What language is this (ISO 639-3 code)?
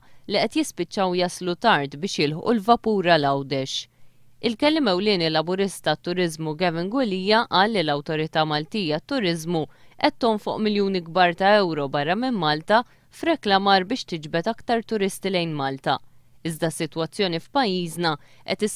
mlt